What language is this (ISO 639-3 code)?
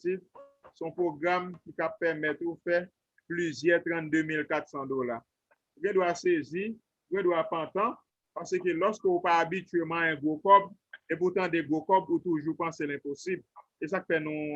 hat